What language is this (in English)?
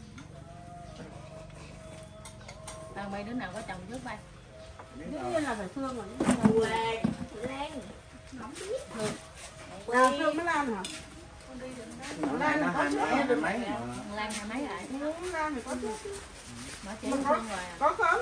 Vietnamese